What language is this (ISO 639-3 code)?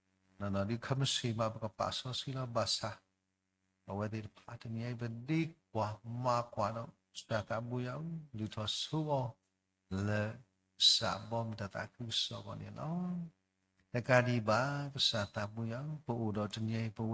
ksw